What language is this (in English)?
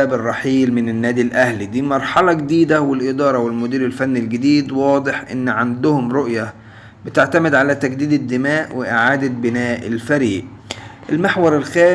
Egyptian Arabic